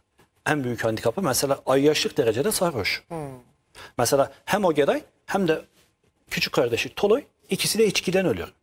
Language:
Turkish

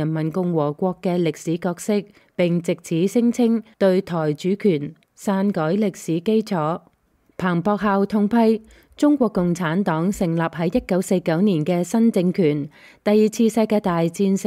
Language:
Cantonese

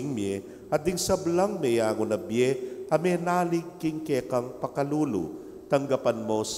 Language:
Pampanga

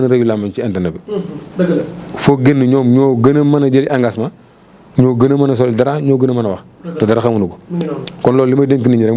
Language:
Wolof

